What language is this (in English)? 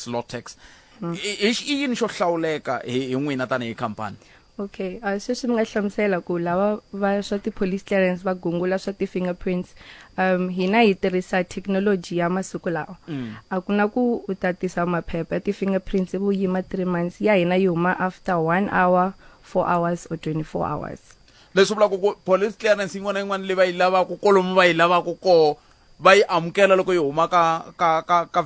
Tsonga